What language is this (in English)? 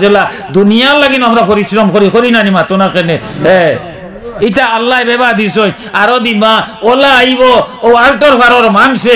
Sylheti